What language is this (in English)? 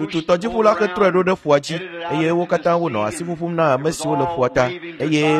Ewe